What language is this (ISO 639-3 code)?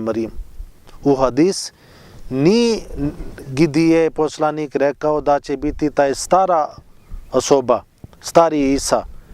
bos